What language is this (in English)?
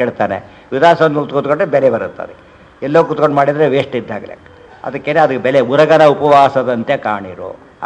Kannada